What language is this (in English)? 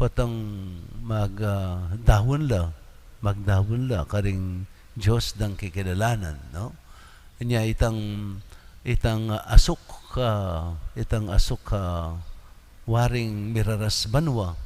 Pampanga